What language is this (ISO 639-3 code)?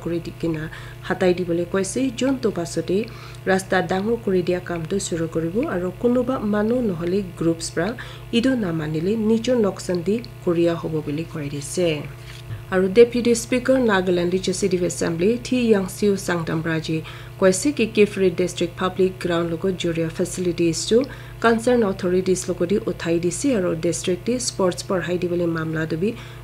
nag